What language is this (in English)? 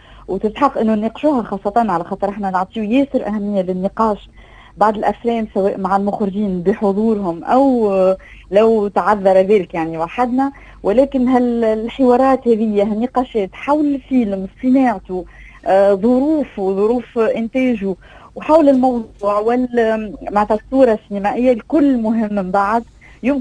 Tunisian Arabic